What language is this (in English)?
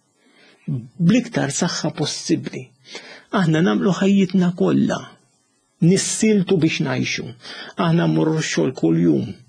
Maltese